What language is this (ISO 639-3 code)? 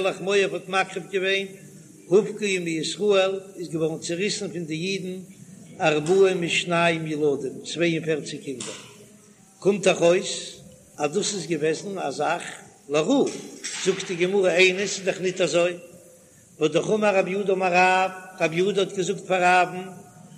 yid